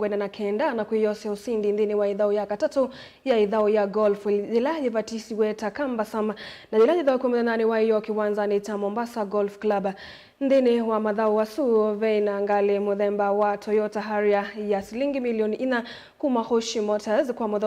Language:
Kamba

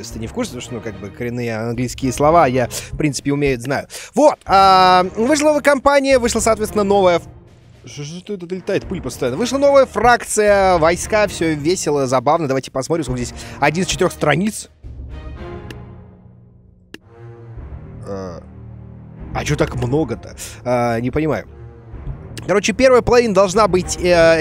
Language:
Russian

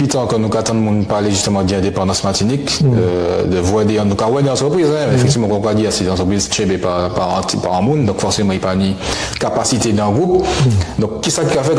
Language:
Guadeloupean Creole French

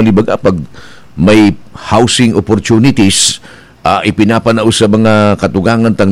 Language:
Bikol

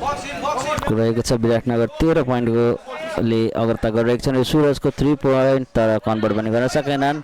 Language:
Nepali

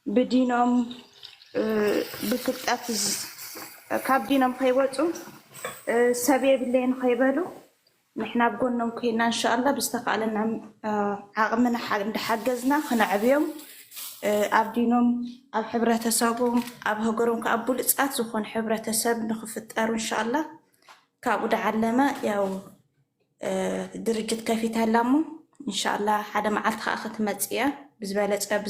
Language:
Tigrinya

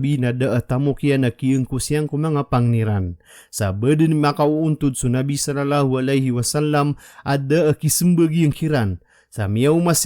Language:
Maranao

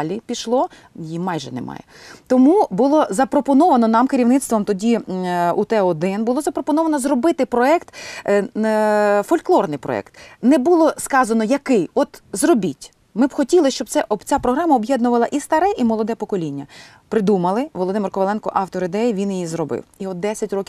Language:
Ukrainian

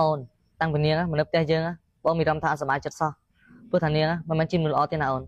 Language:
Khmer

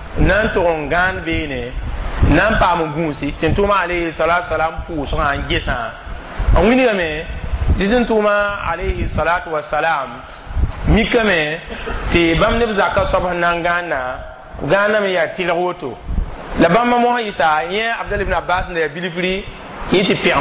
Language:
Mossi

